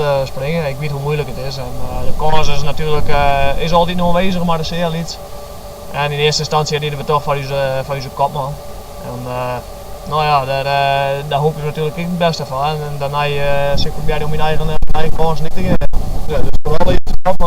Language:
Western Frisian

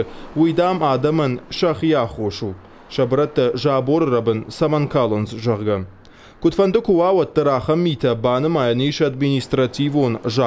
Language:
Ossetic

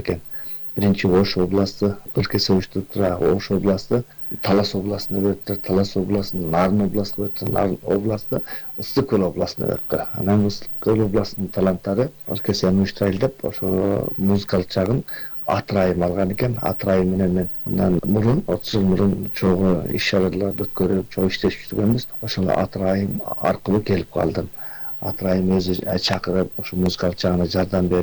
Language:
Kyrgyz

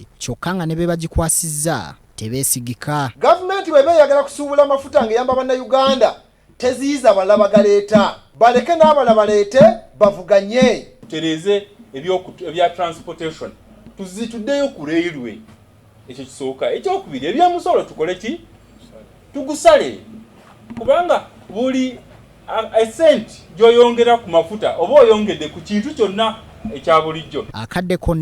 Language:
Ganda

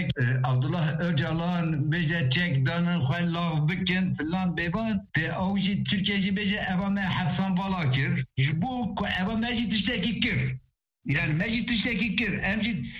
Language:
Kurdish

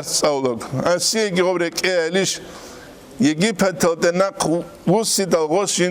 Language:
Avaric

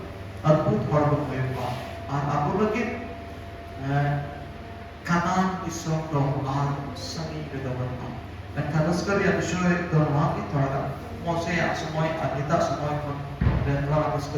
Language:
Santali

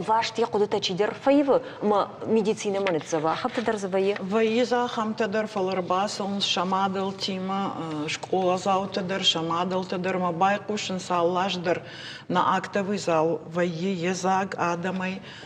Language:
Ossetic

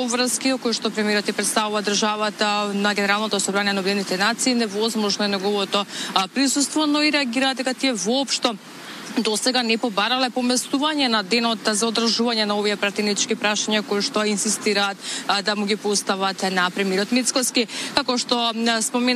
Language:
Macedonian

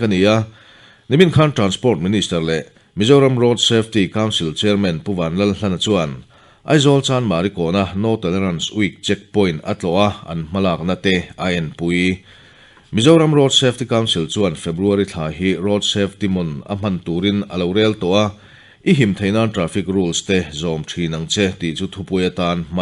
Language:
Mizo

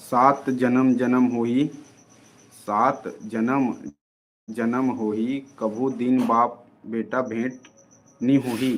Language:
Chhattisgarhi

